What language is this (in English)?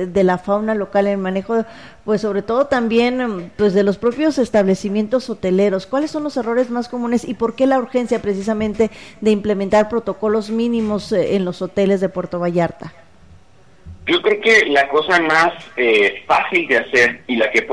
Spanish